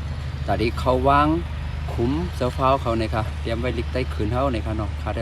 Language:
Shan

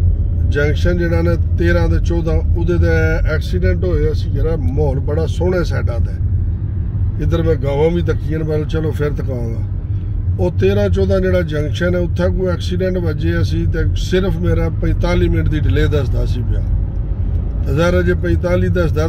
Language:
Punjabi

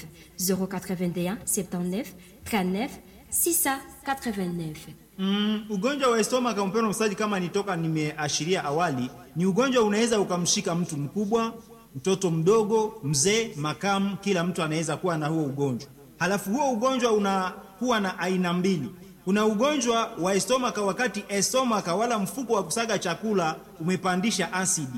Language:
Swahili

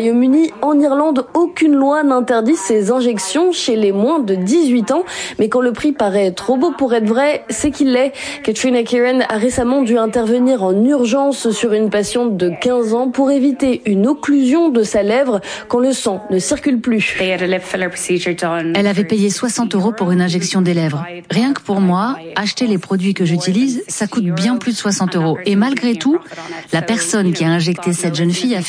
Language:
French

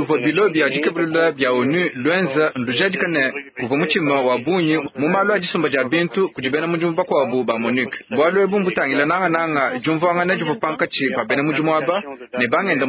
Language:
Luba-Lulua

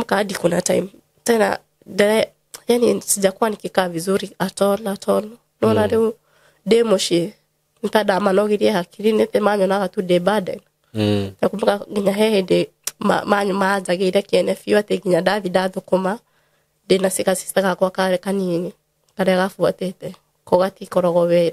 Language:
Kikuyu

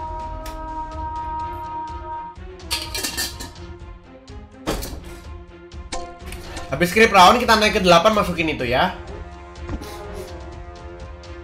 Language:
Indonesian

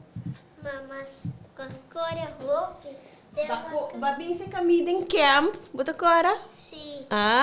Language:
Papiamento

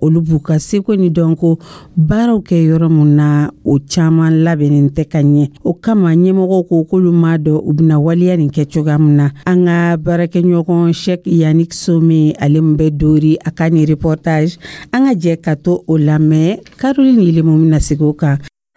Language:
Dyula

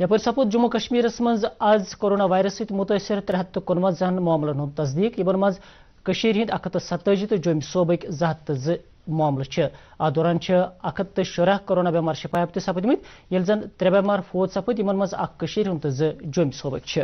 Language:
Kashmiri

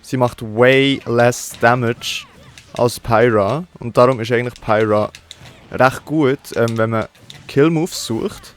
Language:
Swiss German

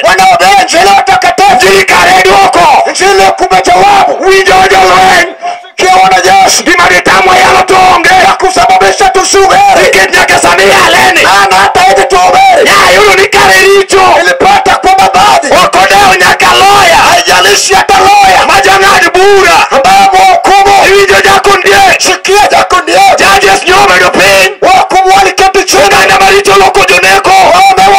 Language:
Luo (Kenya and Tanzania)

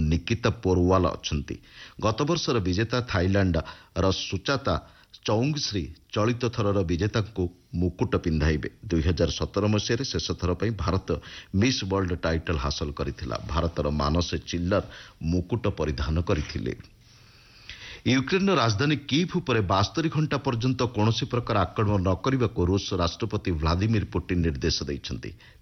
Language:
Odia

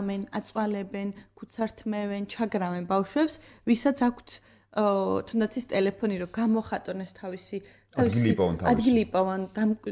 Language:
Georgian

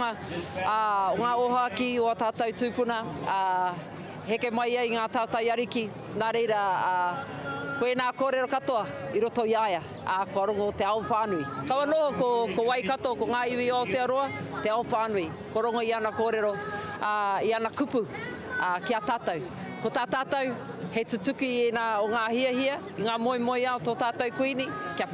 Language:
Māori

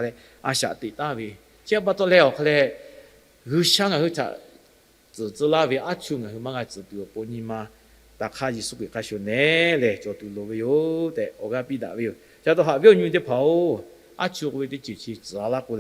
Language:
Lahu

